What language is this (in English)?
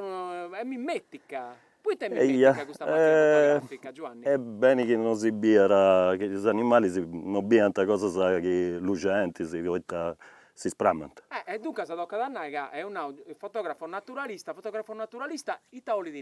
Sardinian